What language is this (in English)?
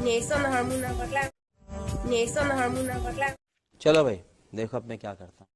Karbi